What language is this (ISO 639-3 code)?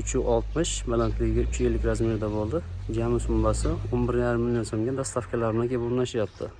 uzb